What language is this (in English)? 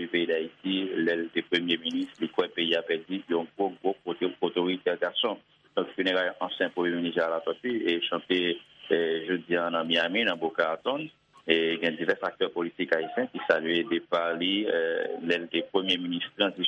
Haitian Creole